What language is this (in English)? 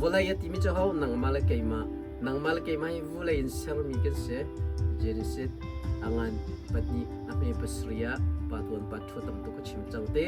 Hakha Chin